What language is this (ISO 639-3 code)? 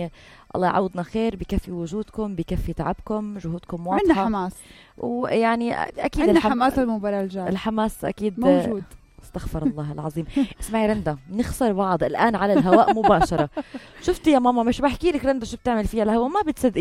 apc